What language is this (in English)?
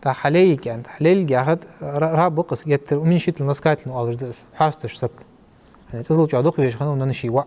Ingush